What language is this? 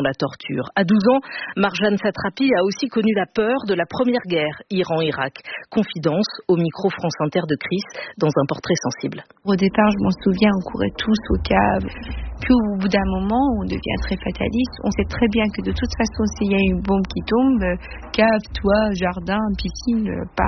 French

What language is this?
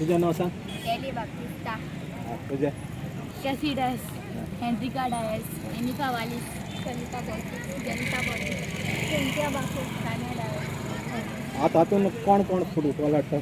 Konkani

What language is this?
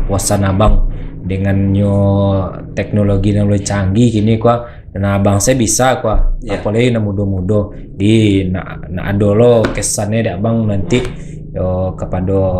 Minangkabau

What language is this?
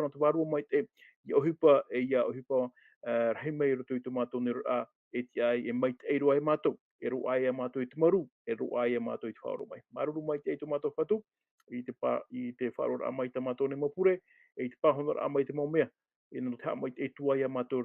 Tahitian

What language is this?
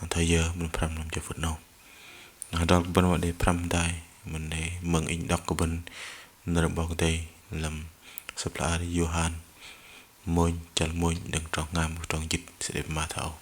Bahnar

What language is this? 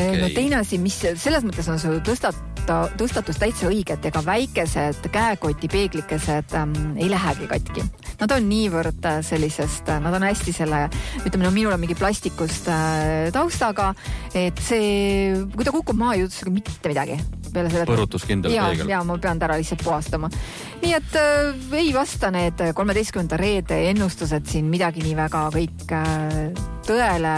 Estonian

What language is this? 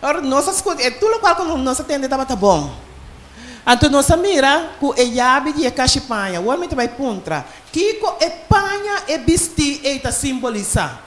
Papiamento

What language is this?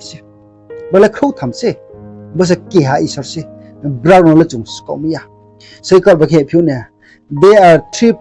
Riang (India)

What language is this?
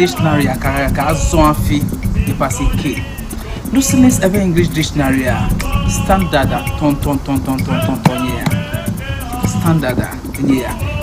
Ewe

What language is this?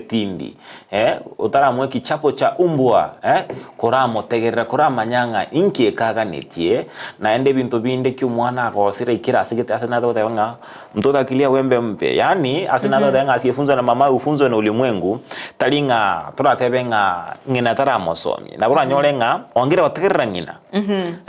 Gusii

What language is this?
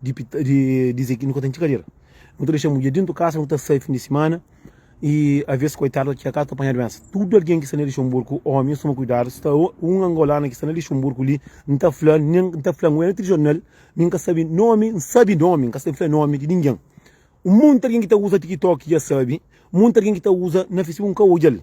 Kabuverdianu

